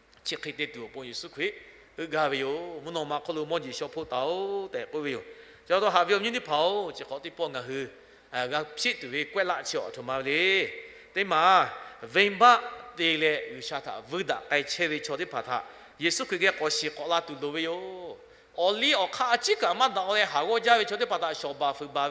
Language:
Lahu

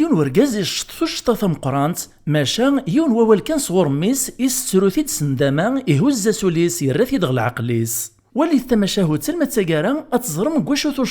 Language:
Kabyle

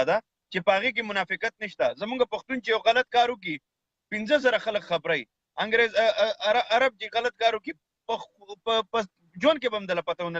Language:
Pashto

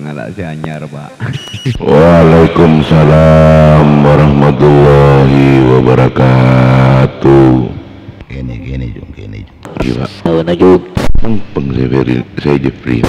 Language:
Madurese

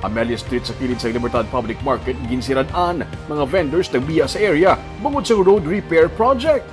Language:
Hiligaynon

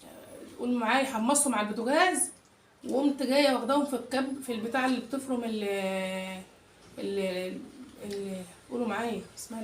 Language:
Egyptian Arabic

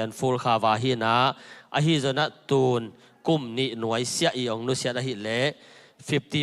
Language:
Tedim Chin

